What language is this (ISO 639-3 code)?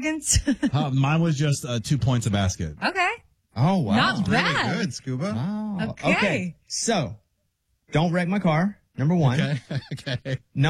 eng